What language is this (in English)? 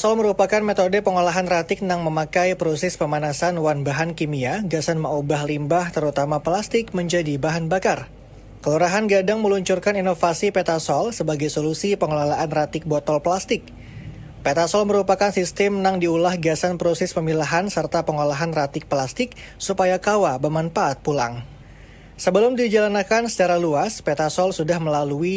Banjar